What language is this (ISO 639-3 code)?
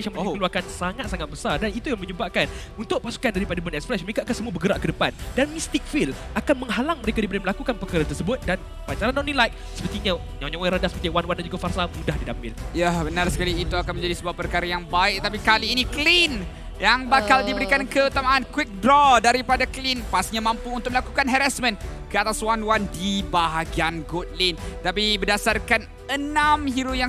msa